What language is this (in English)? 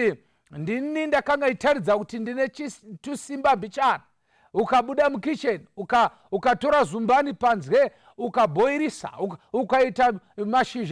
Shona